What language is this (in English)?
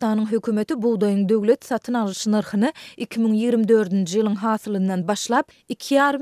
Turkmen